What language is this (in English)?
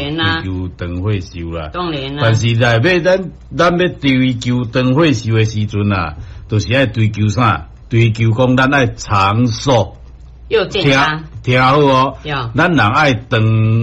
Min Nan Chinese